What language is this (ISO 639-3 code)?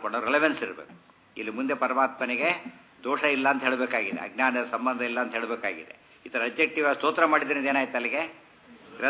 kan